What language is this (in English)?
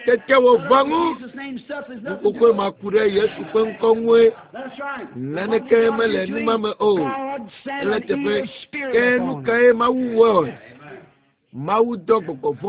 Ewe